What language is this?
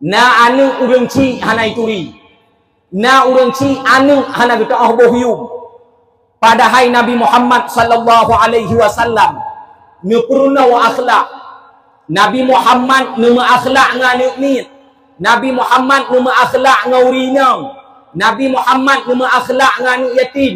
Achinese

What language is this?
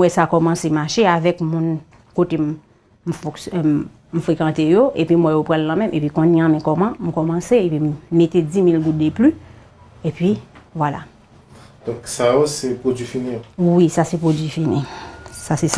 Haitian Creole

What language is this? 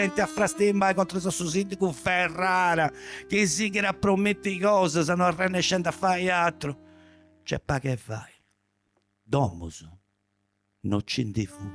Sardinian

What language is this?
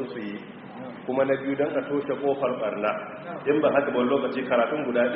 Hausa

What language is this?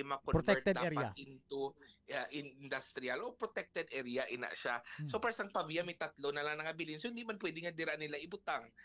Hiligaynon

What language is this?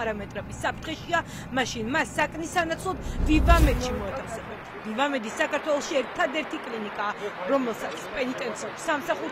Georgian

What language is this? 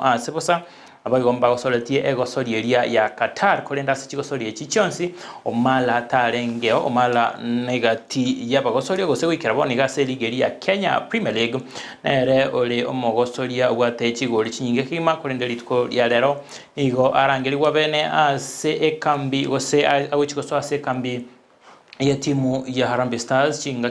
Gusii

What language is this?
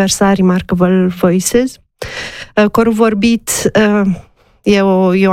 Romanian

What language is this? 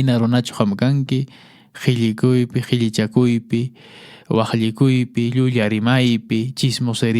Quechua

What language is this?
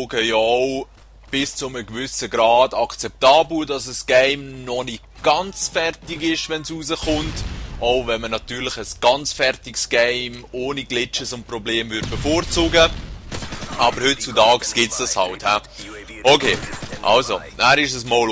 Swiss German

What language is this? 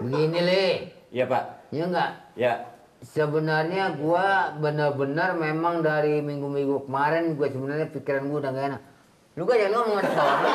Betawi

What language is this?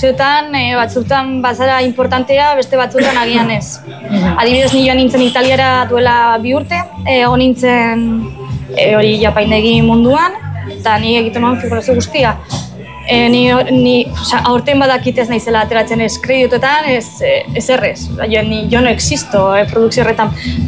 Basque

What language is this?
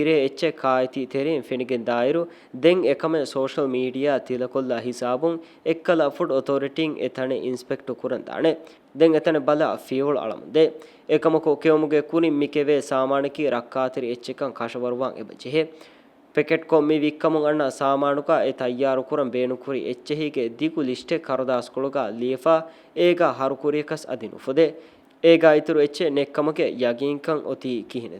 Divehi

